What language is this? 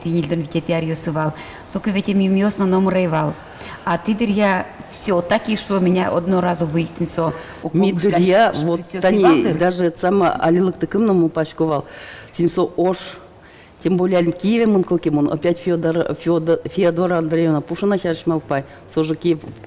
Udmurt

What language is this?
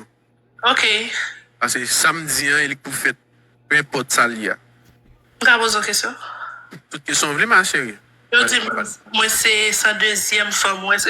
Haitian Creole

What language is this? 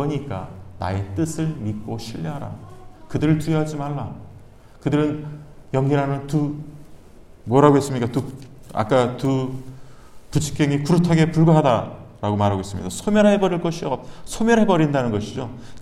Korean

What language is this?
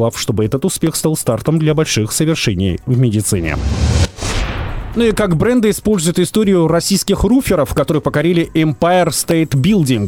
Russian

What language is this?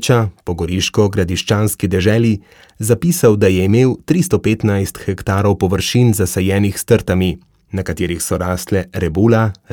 Slovenian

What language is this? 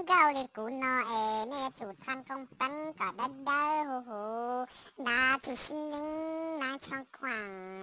Hmong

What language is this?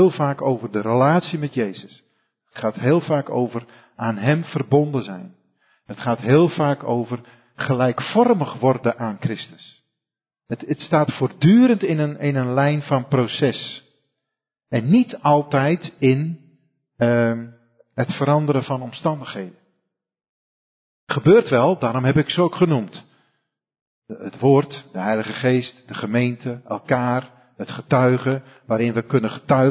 Dutch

